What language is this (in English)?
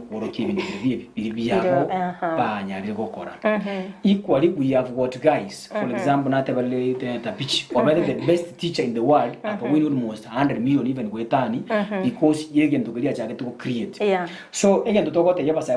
Gusii